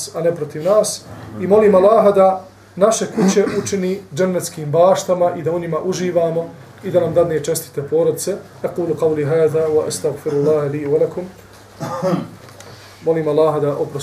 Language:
Bosnian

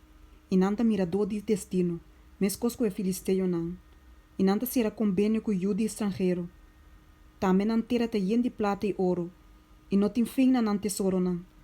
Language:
Papiamento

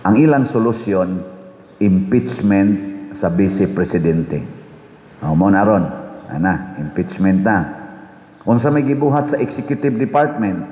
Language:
Cebuano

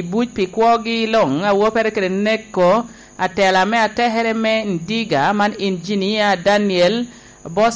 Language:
Lango (Uganda)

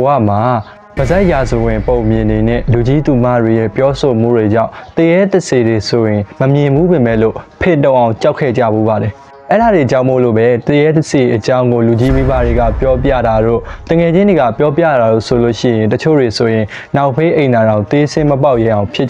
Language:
Burmese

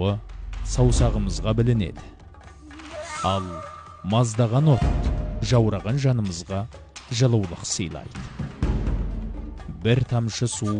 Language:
Kazakh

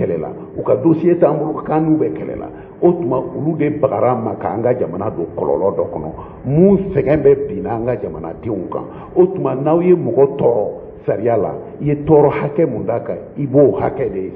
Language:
Bambara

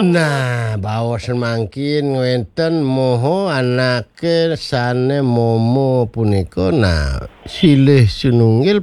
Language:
Balinese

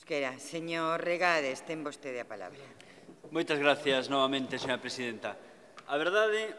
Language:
Galician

